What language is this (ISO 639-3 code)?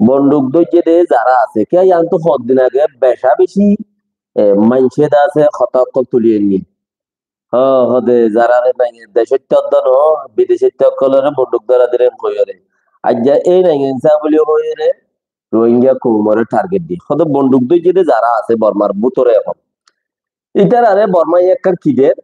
rhg